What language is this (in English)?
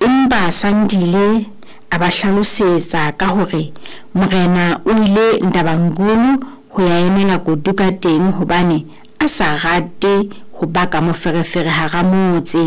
Southern Sotho